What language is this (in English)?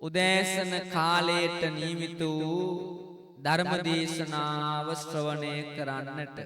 Sinhala